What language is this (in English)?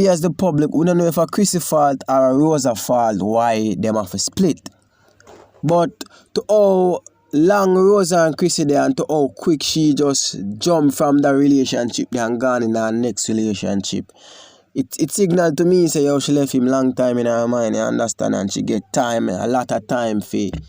Jamaican Creole English